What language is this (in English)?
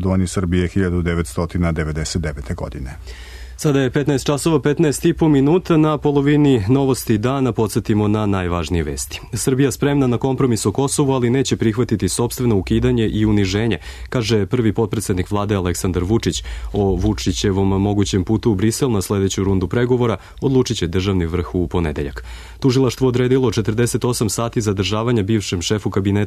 Serbian